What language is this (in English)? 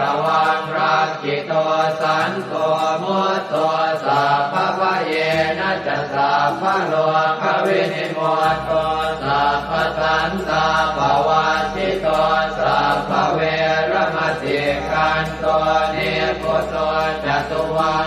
Pali